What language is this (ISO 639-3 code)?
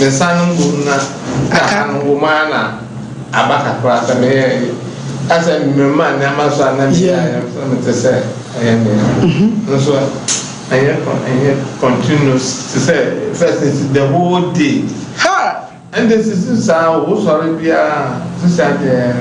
aka